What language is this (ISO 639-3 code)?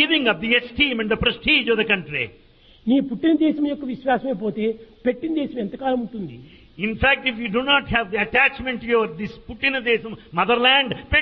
tel